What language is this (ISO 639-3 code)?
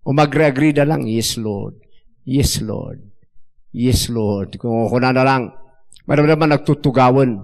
ilo